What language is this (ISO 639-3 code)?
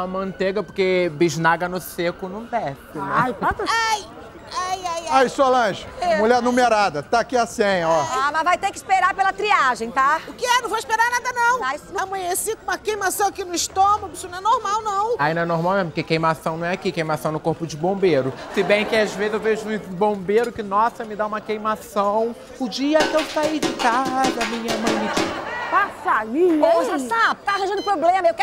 por